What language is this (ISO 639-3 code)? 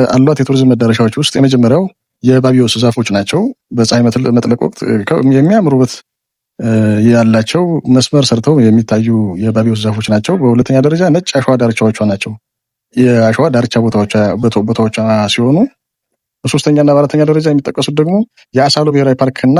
amh